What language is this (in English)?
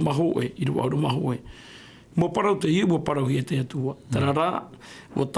Tahitian